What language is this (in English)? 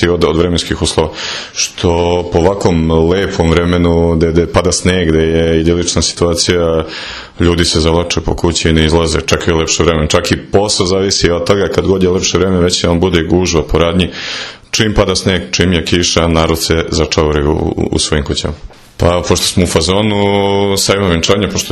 Serbian